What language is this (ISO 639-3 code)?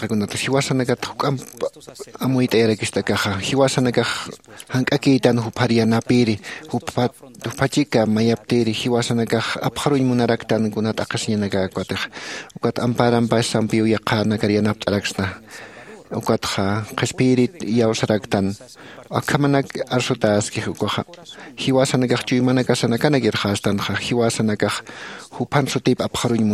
aym